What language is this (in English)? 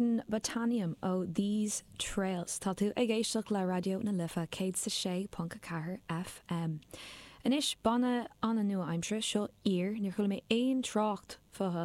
Irish